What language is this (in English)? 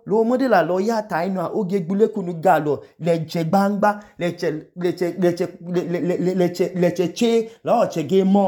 Idoma